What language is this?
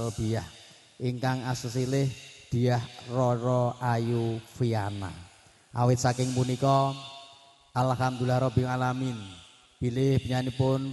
Javanese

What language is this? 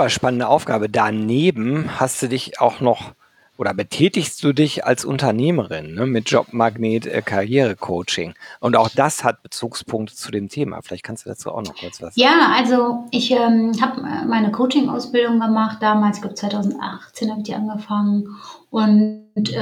German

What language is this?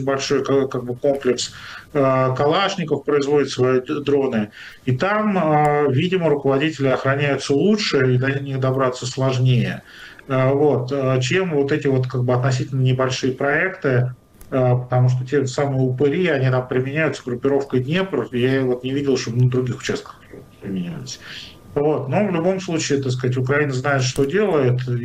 Russian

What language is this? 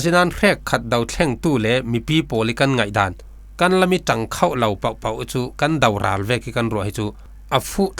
Falam Chin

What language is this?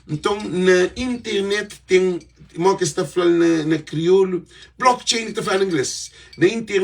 Kabuverdianu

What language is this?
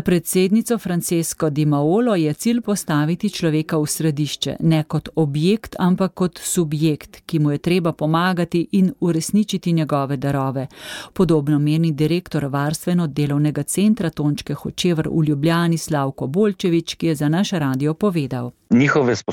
Slovenian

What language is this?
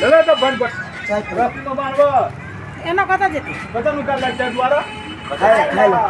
Maithili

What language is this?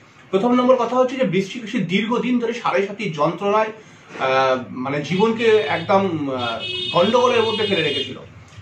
Bangla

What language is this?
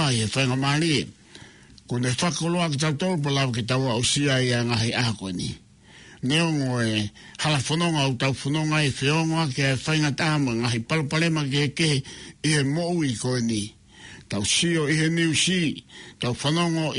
Tongan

